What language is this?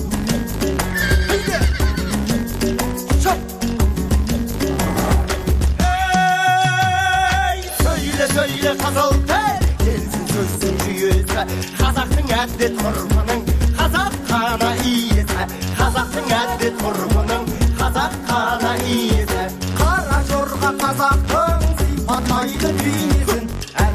Kazakh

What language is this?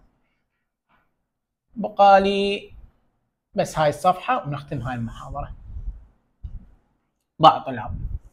Mesopotamian Arabic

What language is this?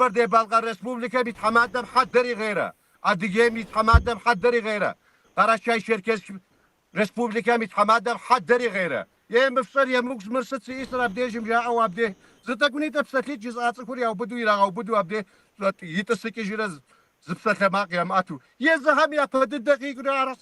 Kabardian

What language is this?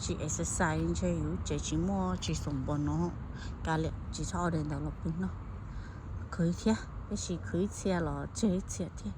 Hmong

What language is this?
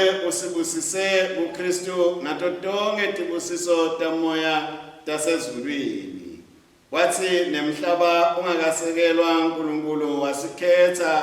Swati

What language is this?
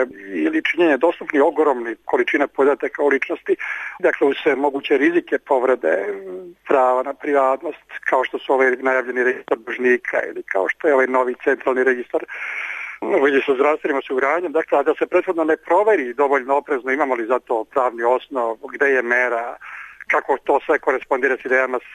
Serbian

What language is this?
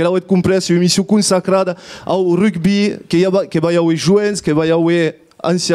Occitan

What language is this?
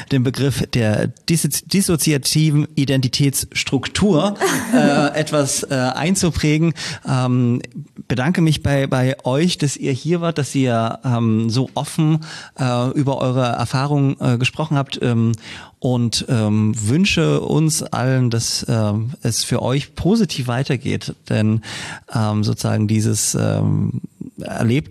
German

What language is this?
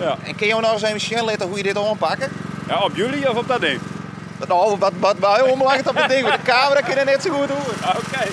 Western Frisian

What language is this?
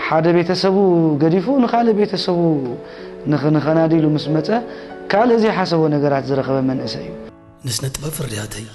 Tigrinya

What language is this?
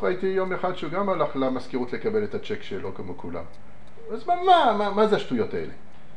Hebrew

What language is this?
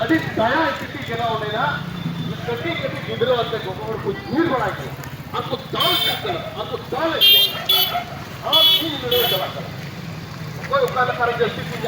Santali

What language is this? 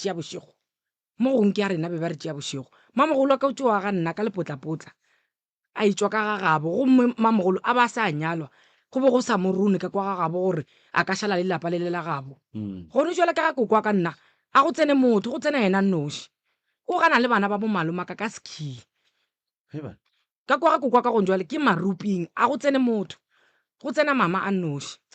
Northern Sotho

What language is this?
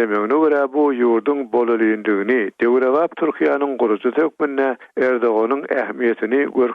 Turkmen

